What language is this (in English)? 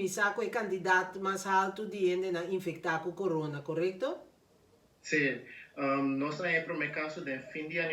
Papiamento